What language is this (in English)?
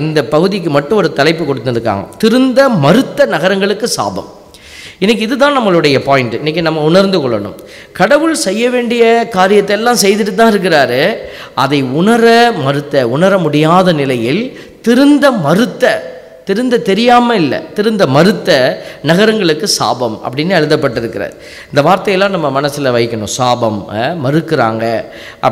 Tamil